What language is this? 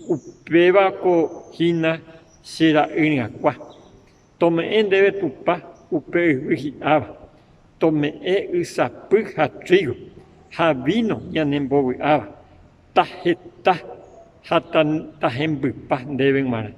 Guarani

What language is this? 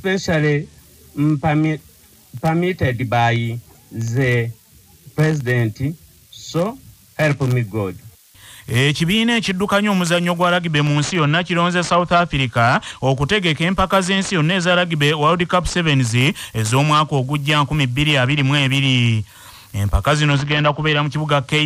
Ganda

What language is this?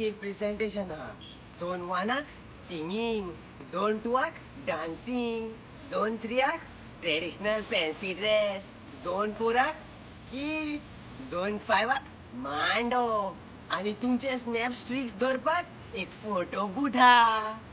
Konkani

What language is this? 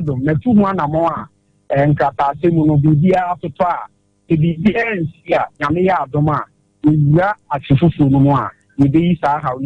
Akan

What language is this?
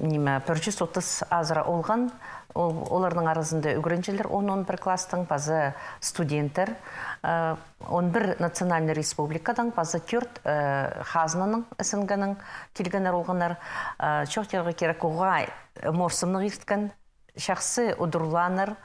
Khakas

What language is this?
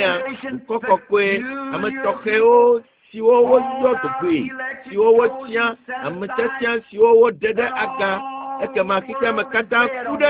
Ewe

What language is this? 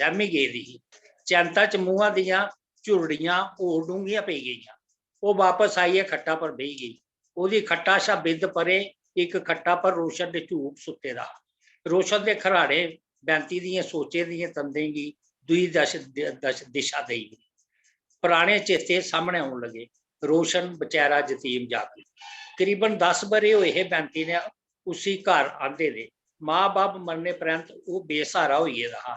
Dogri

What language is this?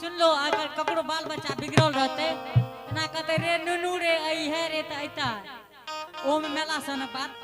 Angika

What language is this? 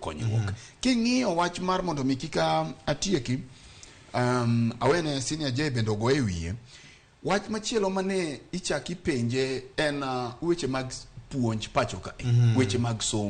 Luo (Kenya and Tanzania)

